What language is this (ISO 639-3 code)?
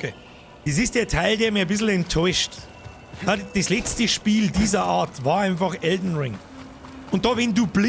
bar